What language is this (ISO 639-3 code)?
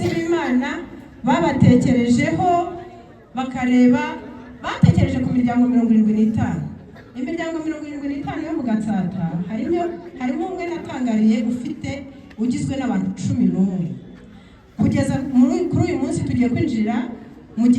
kin